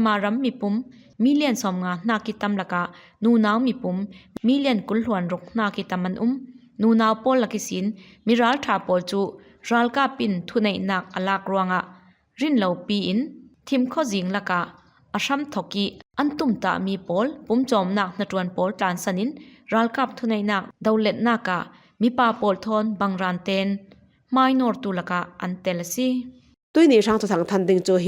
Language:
Falam Chin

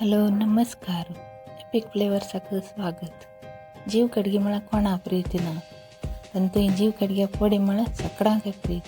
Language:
Konkani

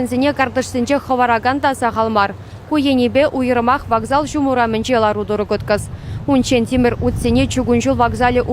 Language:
Chuvash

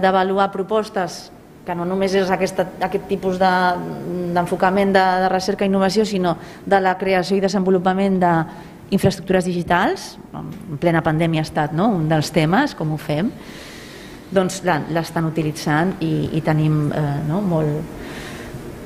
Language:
Catalan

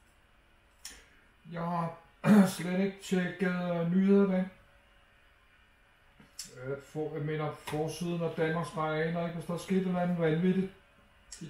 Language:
Danish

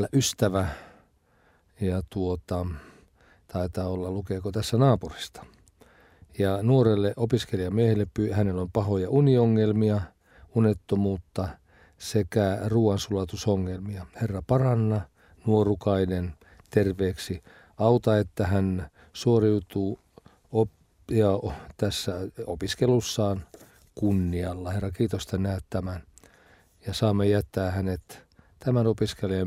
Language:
Finnish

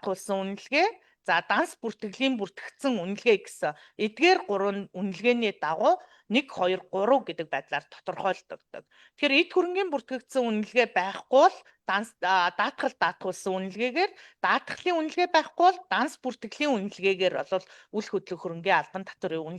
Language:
Mongolian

